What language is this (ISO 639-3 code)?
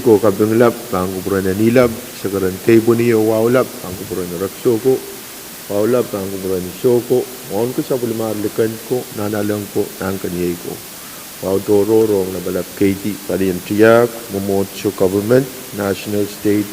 pon